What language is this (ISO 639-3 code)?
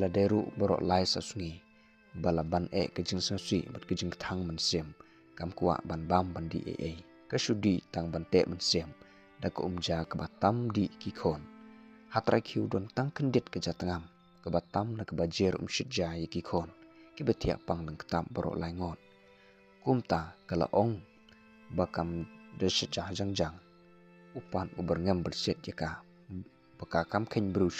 kha